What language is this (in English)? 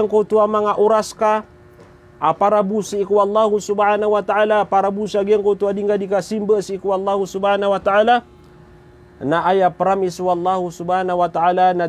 Maranao